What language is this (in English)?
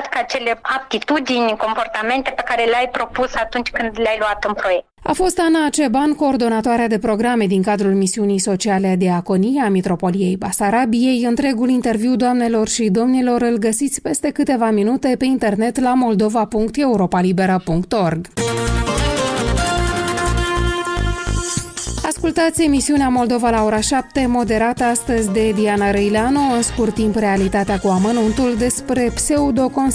Romanian